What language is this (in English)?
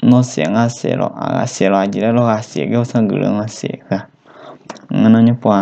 Lahu